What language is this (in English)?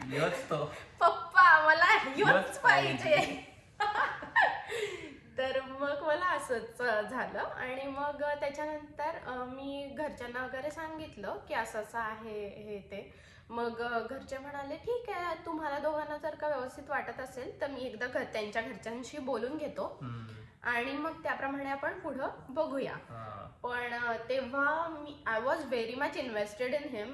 Marathi